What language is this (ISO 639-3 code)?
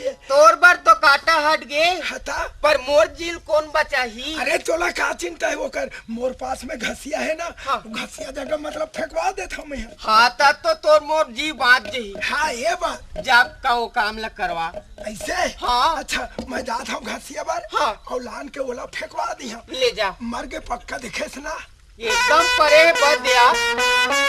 hne